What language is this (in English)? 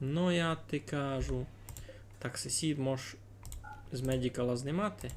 Rusyn